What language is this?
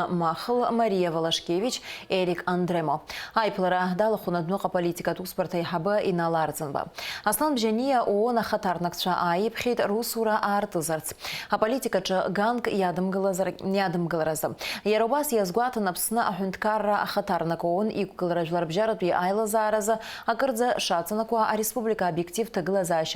Abkhazian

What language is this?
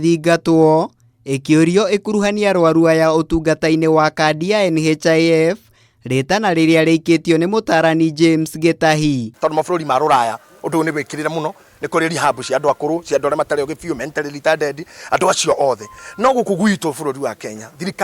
Kikuyu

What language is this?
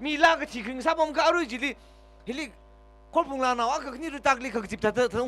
Tangkhul Naga (India)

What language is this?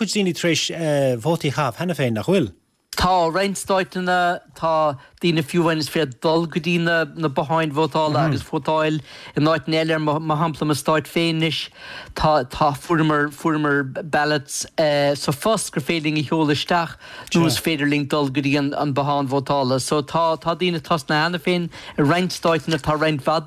Irish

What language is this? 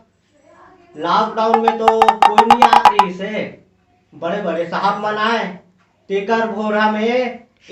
Chhattisgarhi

